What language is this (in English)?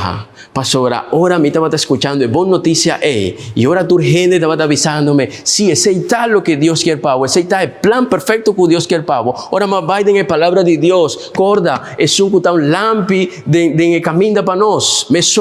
Papiamento